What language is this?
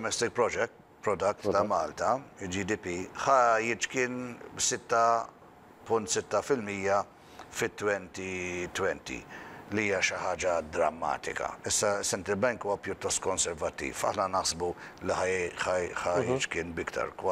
Maltese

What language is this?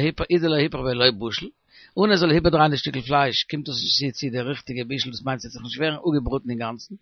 Yiddish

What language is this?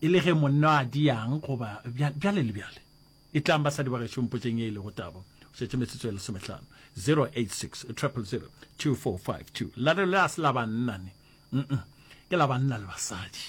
Northern Sotho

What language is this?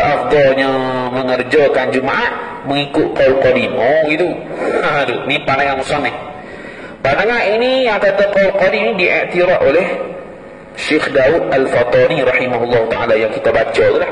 Malay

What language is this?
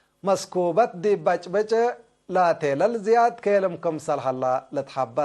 Tigre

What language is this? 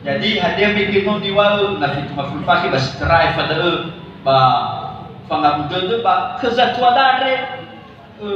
Nias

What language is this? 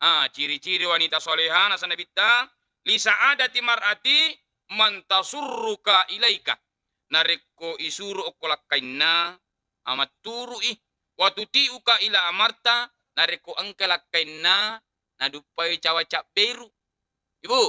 Buginese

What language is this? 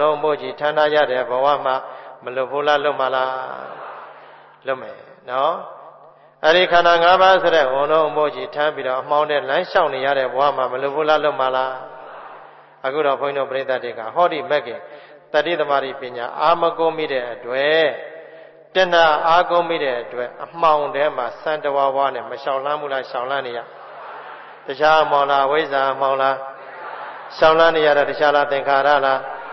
Burmese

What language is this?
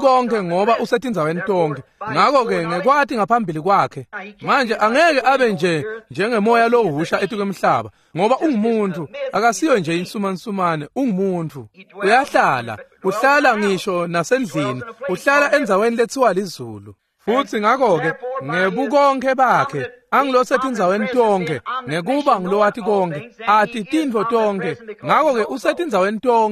Swati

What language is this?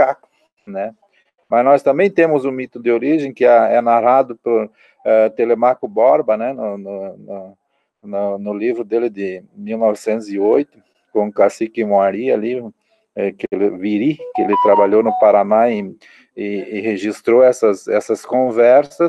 Portuguese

